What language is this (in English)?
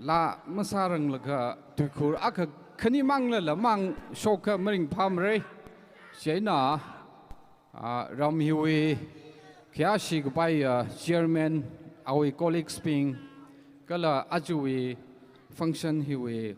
Tangkhul Naga (India)